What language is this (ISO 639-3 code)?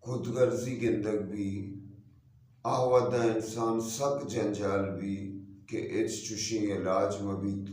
bgp